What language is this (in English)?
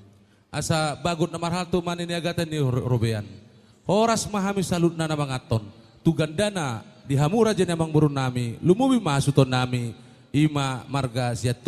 Batak Toba